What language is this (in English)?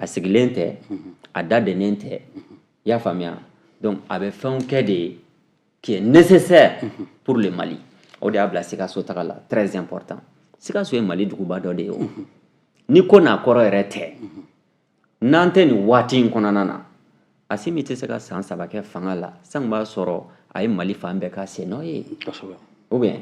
Bambara